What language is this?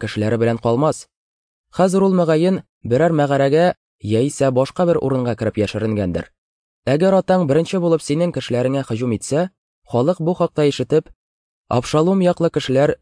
Tatar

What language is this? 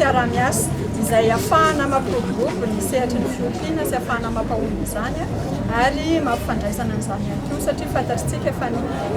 Malagasy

